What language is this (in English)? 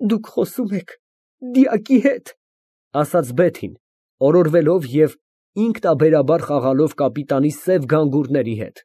Armenian